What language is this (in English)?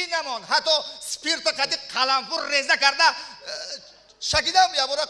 Tajik